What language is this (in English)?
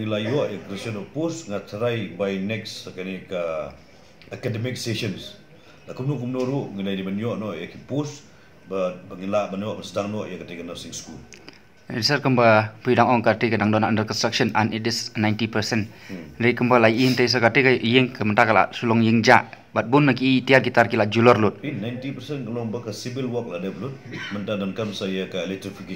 Khasi